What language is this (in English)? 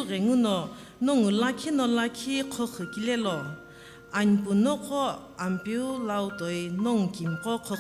Sumi Naga